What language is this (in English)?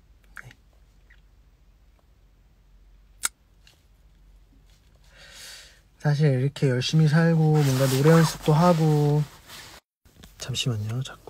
Korean